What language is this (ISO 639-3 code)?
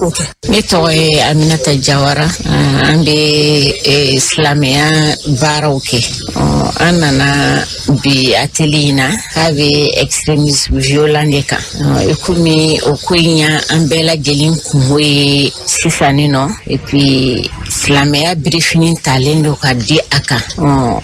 bam